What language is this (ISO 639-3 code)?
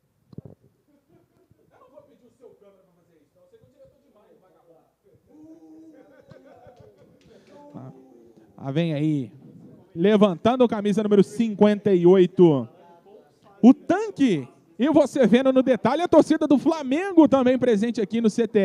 por